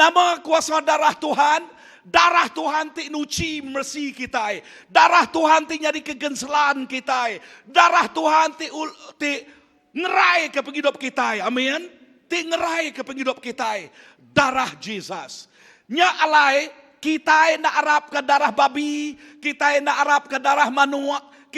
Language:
Iban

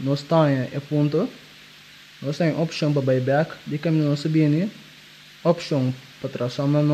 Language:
Papiamento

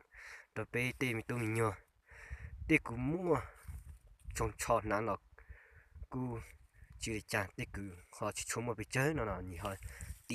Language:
Hmong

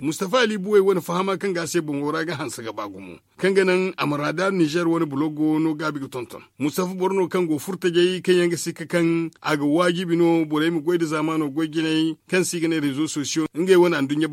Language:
Zarma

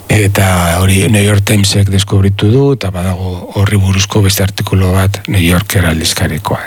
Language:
Basque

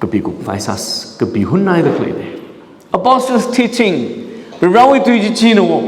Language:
Tangkhul Naga (India)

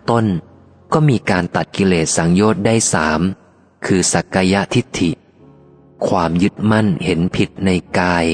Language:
Thai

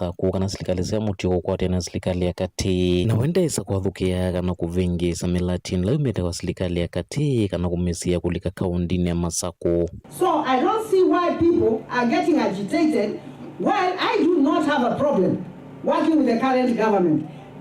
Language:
Kamba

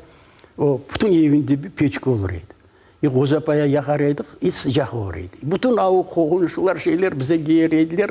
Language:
Crimean Tatar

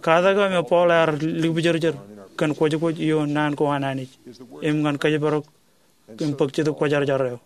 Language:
Marshallese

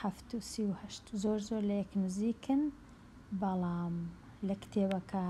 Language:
Central Kurdish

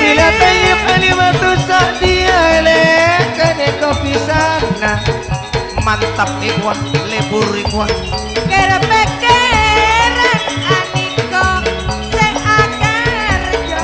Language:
Madurese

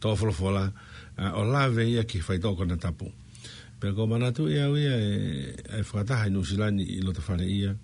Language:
Tongan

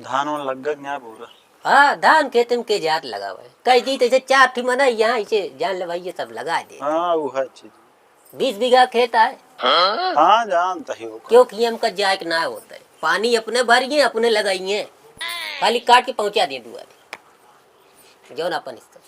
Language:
Awadhi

